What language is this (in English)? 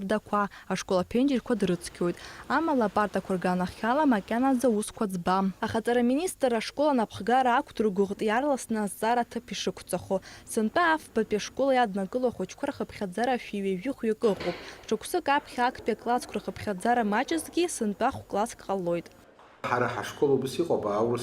Abkhazian